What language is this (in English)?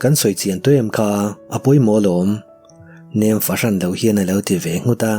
Mizo